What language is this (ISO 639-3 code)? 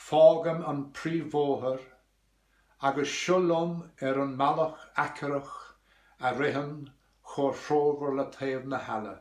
gle